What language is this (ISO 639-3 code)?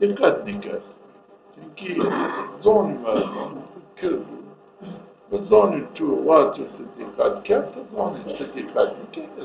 zza